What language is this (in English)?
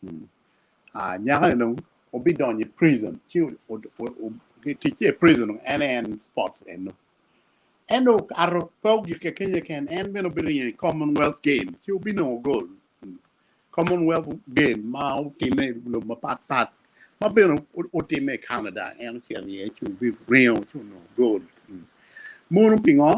Acoli